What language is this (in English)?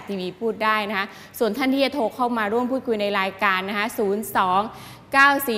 Thai